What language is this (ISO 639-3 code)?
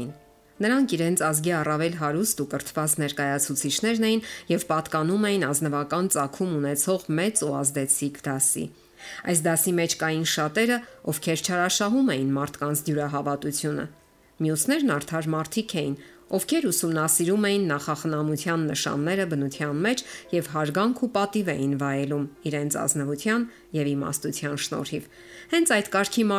hye